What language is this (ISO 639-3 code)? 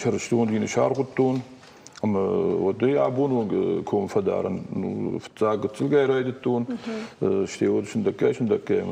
oss